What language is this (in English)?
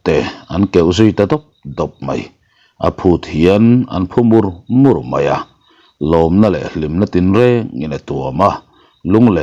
Mizo